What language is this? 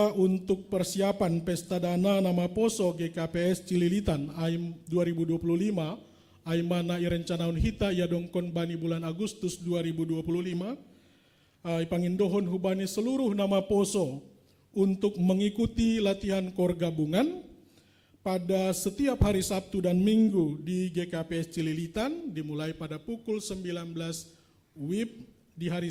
Batak Simalungun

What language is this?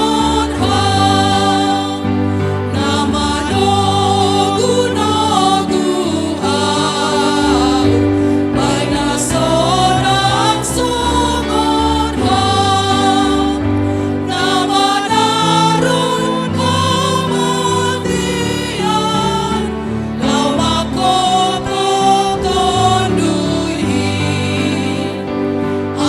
Batak Simalungun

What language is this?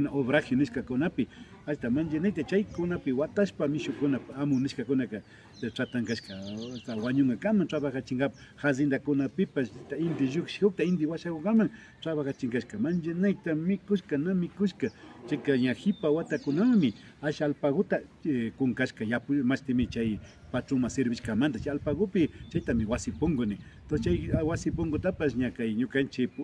Imbabura Highland Quichua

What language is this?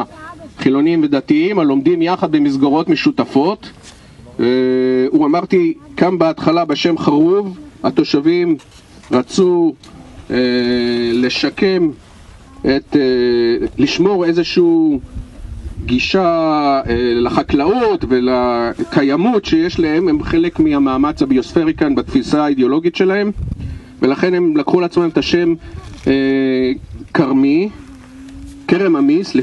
Hebrew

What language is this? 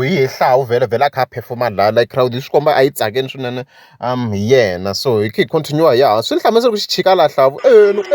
Tsonga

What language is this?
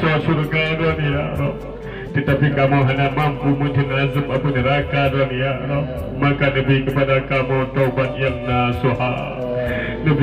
Achinese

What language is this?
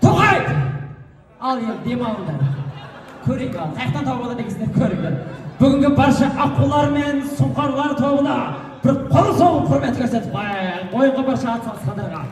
Kazakh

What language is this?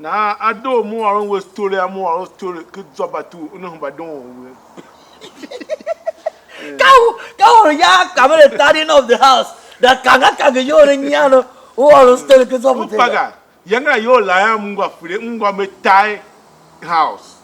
Tiv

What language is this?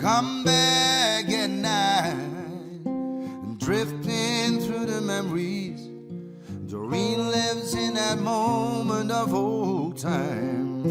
Western Frisian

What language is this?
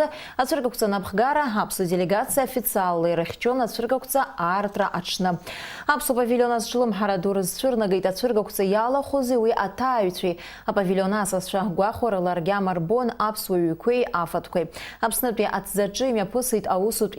Abkhazian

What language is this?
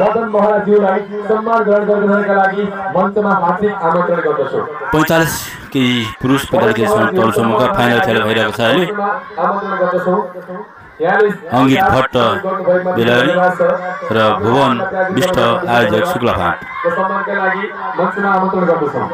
Nepali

